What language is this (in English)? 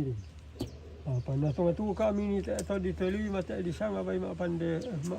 Toraja-Sa'dan